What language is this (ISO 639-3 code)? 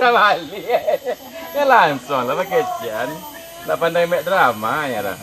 min